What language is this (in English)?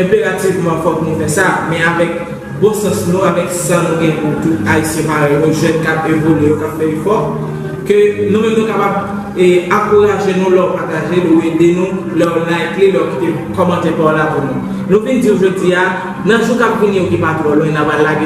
Haitian Creole